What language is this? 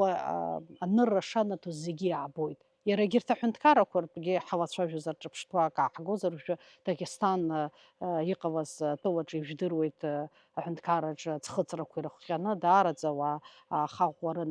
Abkhazian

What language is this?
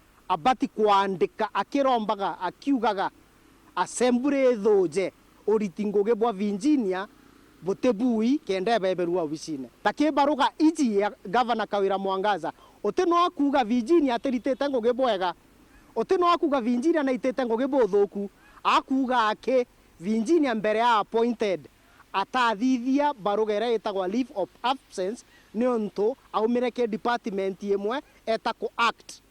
Meru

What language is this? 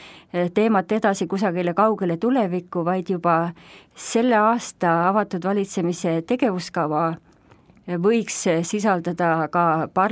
Estonian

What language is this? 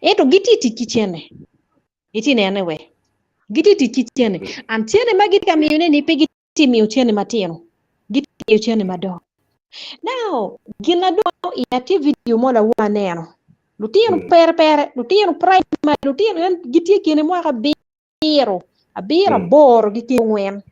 Acoli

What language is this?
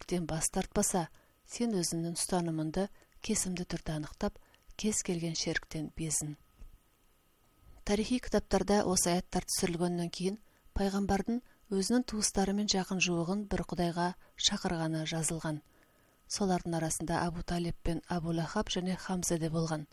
Kazakh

